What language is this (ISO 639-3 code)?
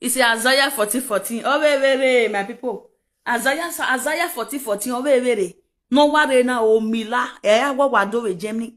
pcm